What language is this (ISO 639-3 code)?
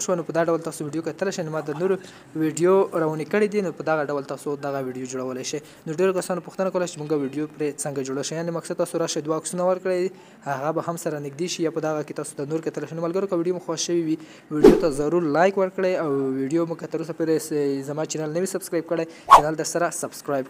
pus